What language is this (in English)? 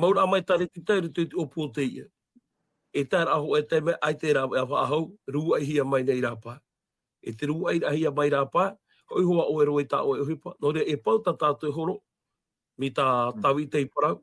Tahitian